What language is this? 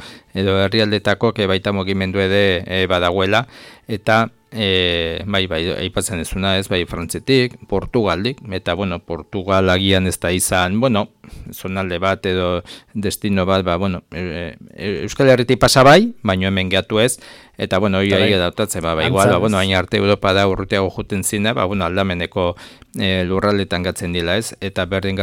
Basque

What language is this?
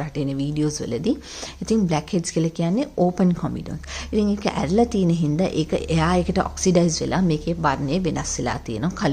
Sinhala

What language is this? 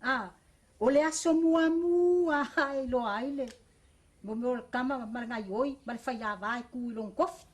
Samoan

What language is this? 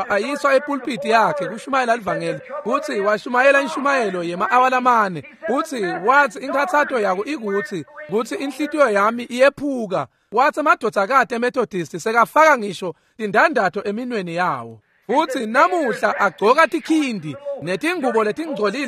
Swati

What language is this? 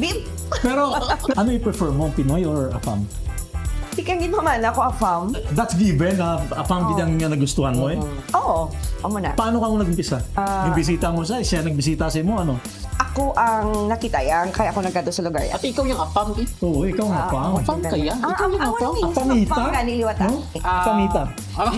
Hiligaynon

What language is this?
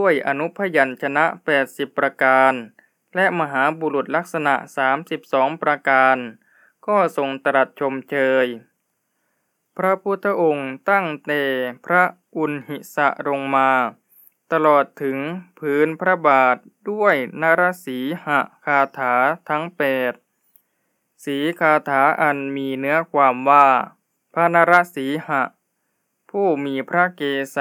Thai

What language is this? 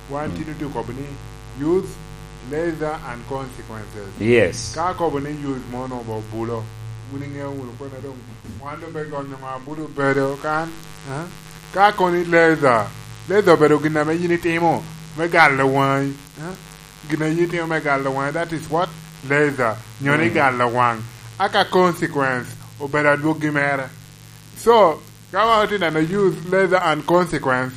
Lango (Uganda)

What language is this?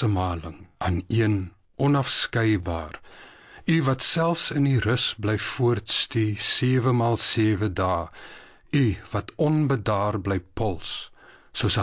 Afrikaans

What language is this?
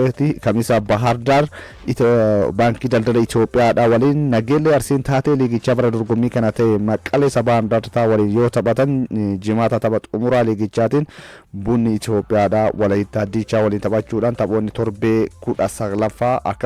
Oromo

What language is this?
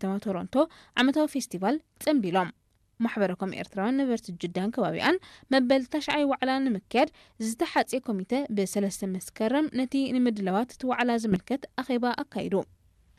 Tigrinya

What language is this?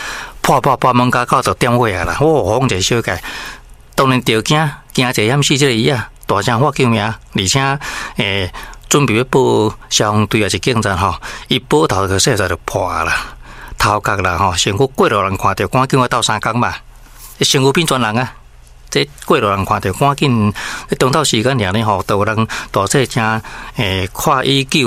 Min Nan Chinese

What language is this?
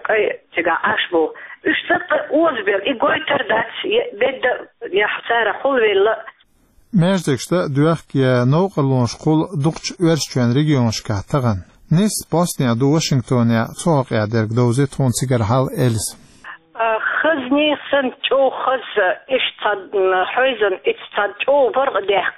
Chechen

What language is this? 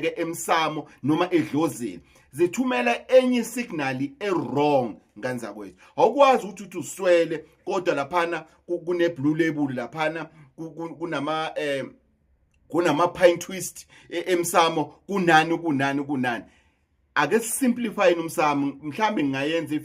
Zulu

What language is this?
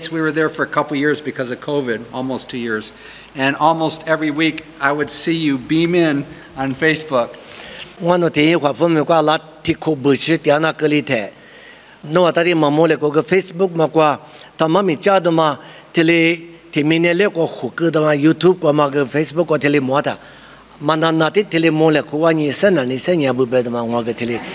Lisu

